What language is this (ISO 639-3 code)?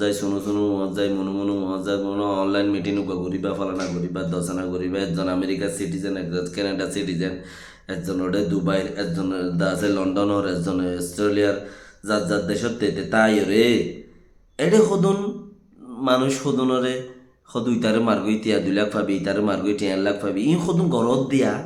rhg